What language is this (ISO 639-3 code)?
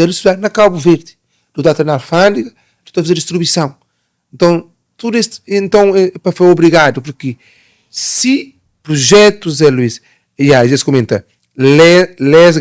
kea